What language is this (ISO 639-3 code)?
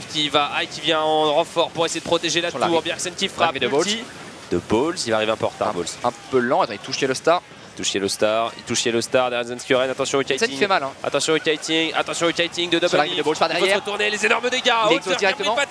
fra